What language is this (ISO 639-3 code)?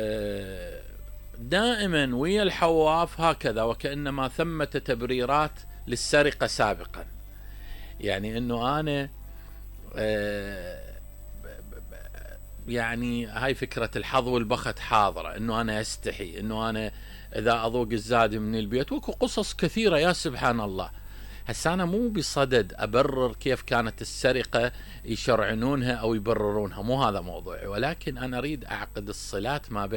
acm